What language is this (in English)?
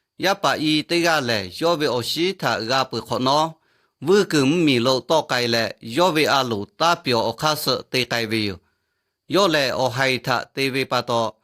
Lahu